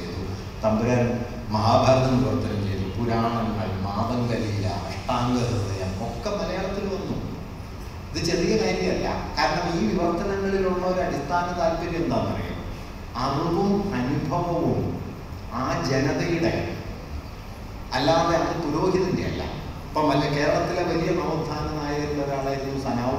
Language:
Malayalam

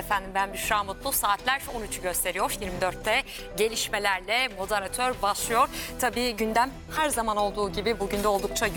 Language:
Turkish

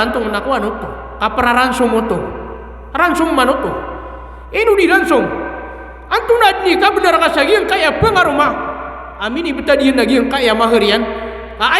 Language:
Maranao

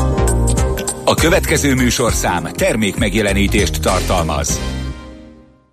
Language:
Hungarian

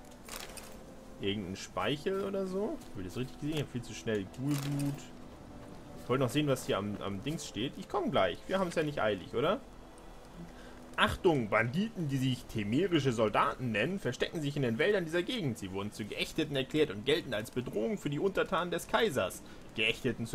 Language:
German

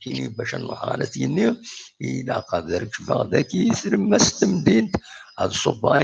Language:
Kabyle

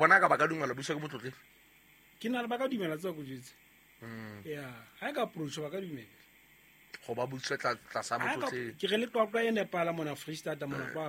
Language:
Southern Sotho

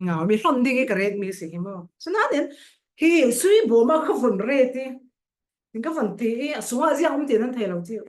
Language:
Falam Chin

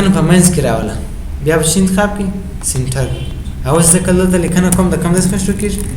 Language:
Pashto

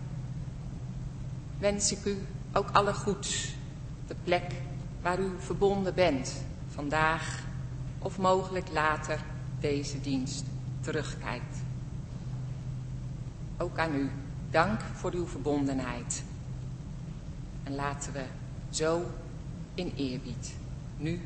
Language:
Dutch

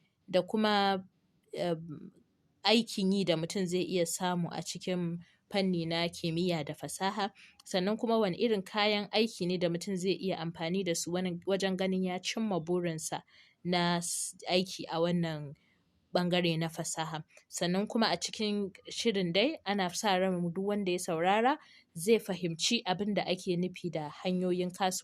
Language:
Hausa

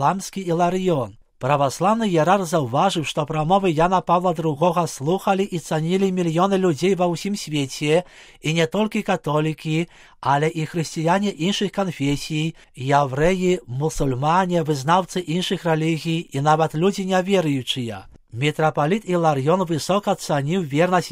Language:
Belarusian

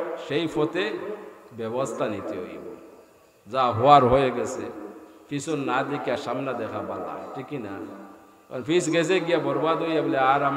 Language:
Sylheti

